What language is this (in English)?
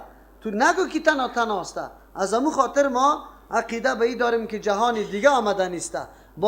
Persian